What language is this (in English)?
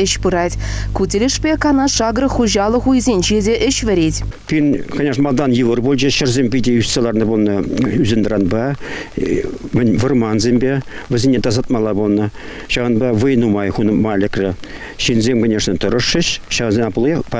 Chuvash